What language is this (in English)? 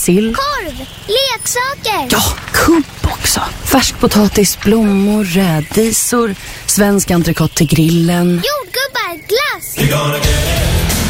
Swedish